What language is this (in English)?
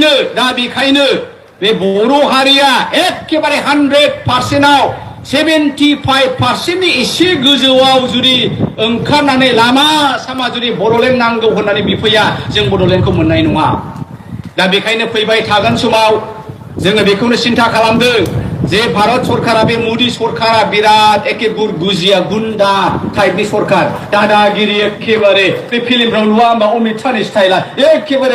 Bodo